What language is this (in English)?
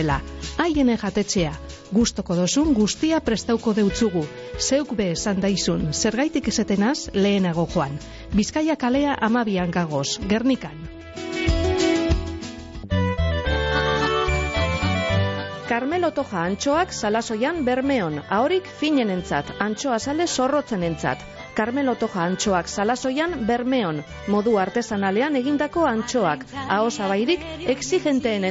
Basque